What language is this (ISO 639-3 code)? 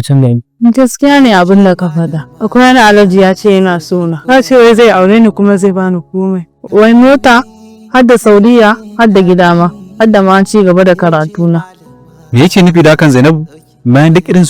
hau